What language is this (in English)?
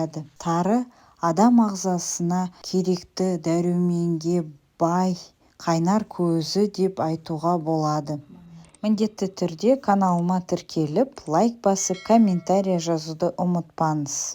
Kazakh